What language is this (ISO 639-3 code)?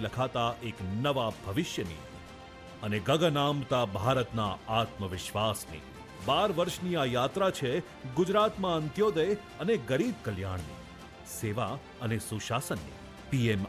guj